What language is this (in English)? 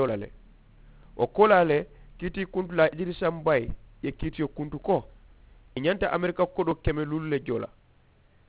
Mandingo